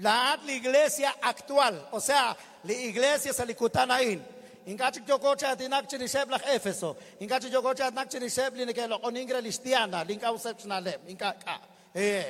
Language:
Kekchí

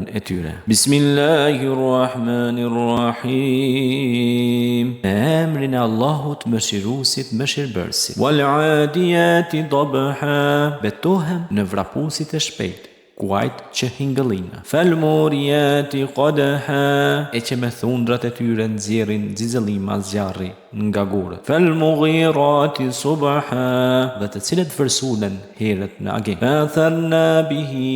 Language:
Albanian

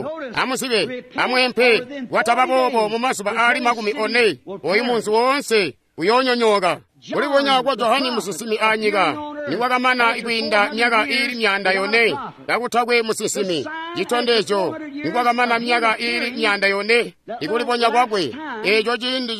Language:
Tonga (Zambia)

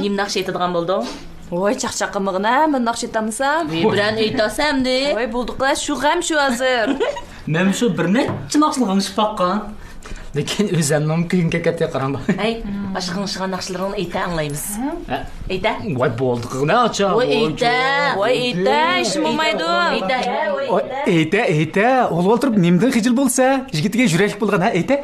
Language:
Uyghur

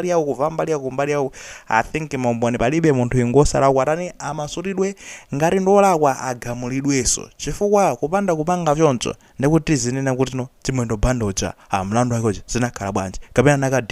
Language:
Nyanja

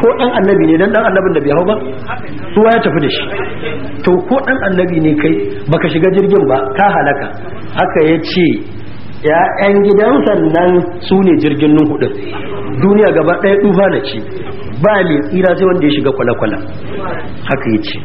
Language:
Hausa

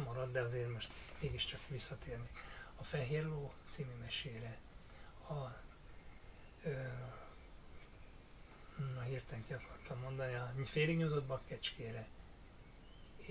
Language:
Hungarian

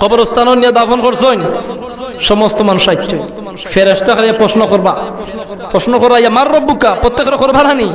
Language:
Sylheti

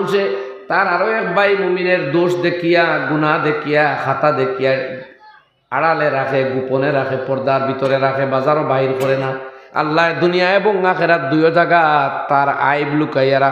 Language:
Sylheti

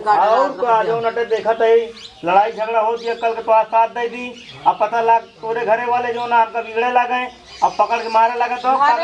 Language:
Awadhi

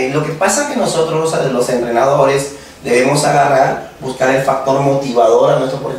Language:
Spanish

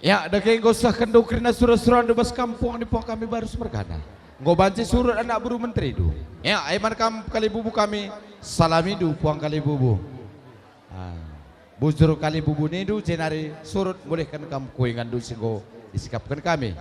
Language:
Batak Karo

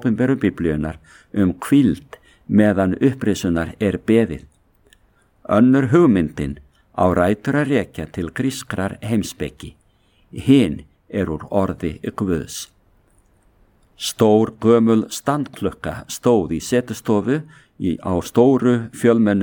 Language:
Icelandic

